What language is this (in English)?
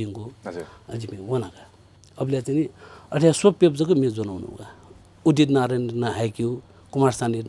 Newari